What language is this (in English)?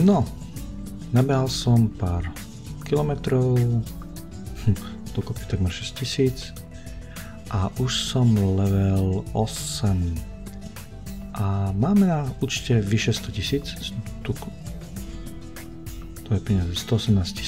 Slovak